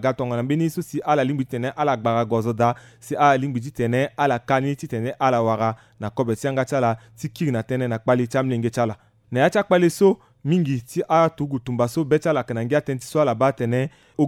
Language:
Sango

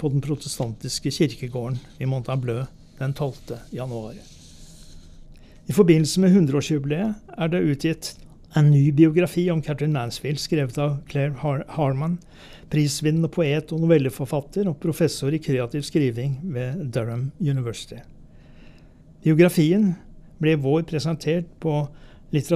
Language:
Norwegian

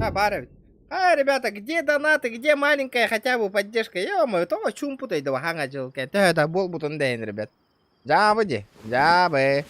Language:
Yakut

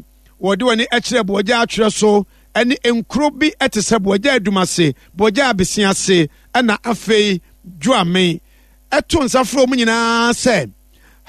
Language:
Akan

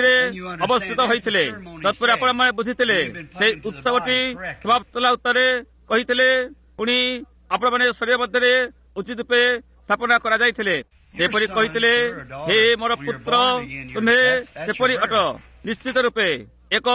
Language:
Odia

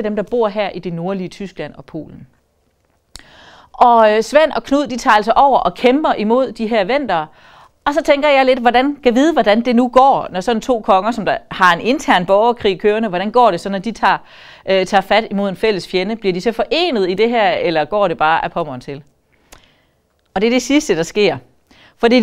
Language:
Danish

